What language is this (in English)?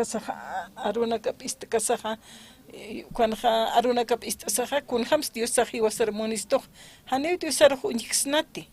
Aymara